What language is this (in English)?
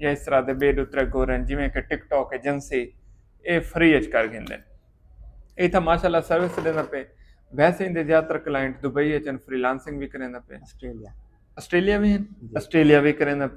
Saraiki